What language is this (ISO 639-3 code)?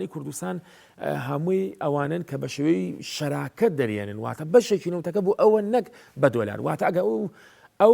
ckb